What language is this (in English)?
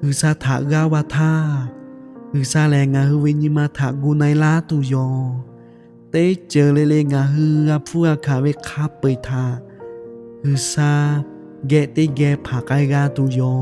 Lahu